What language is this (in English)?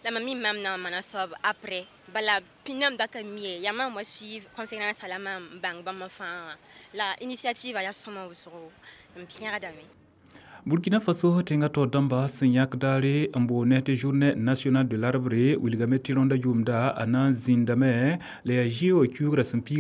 Mossi